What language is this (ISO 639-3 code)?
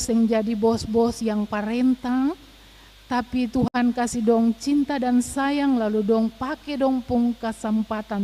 abs